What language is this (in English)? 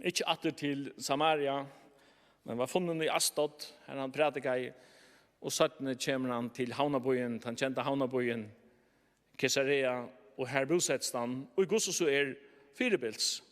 Faroese